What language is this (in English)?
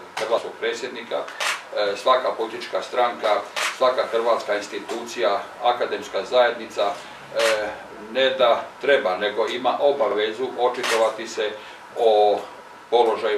Croatian